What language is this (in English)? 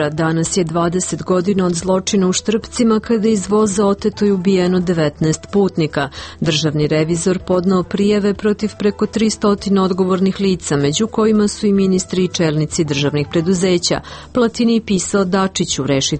Serbian